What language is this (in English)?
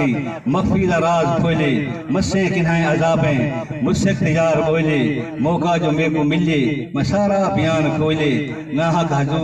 Saraiki